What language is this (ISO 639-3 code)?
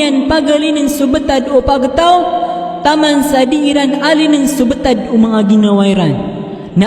mrw